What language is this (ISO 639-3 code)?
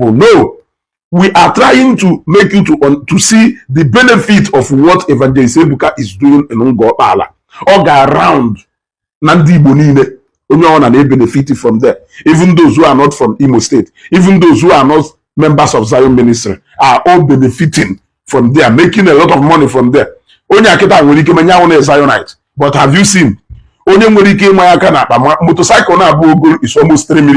ibo